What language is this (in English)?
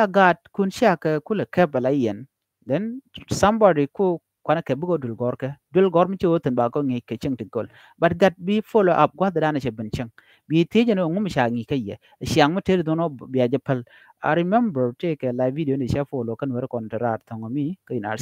Nuer